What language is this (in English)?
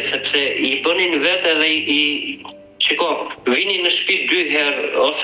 Albanian